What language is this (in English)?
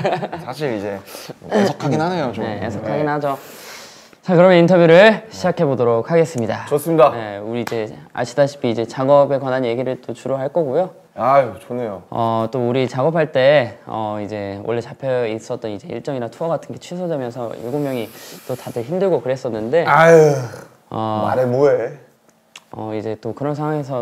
Korean